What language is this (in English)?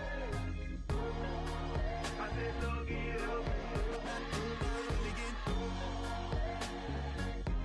English